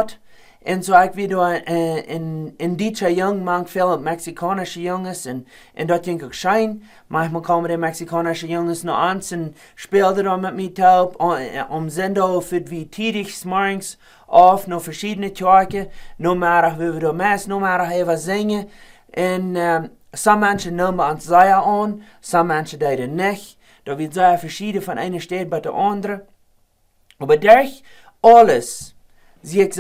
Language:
Plautdietsch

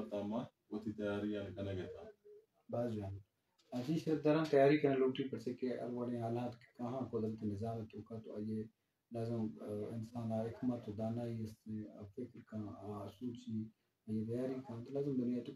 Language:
Eastern Balochi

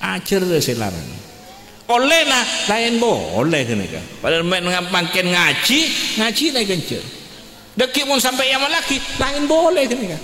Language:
Madurese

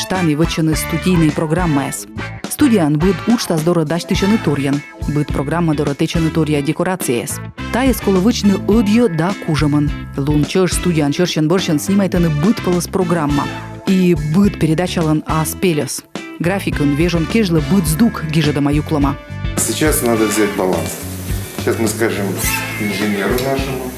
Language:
Komi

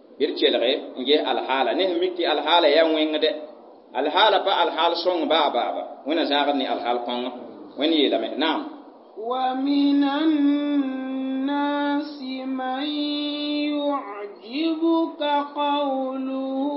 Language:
Mossi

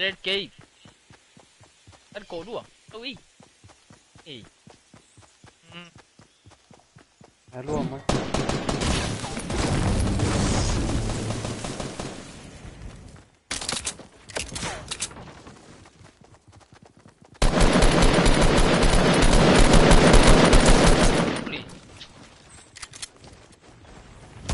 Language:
Malay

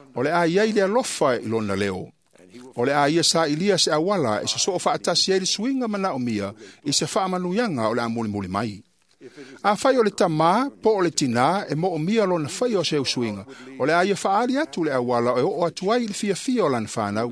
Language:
Samoan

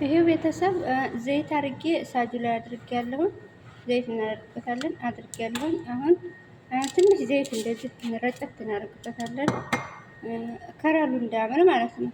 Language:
Amharic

